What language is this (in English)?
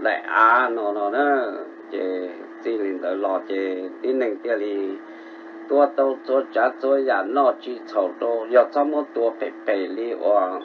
Hmong